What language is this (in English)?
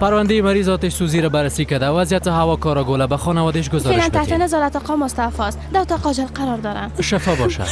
Persian